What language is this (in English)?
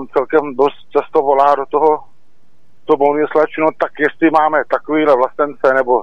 Czech